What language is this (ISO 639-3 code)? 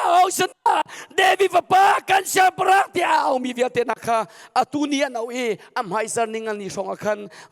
cnh